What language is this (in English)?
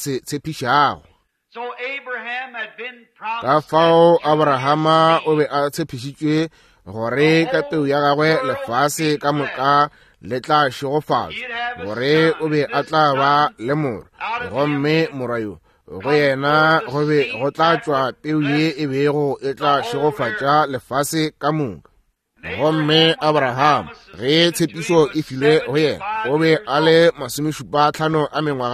Northern Sotho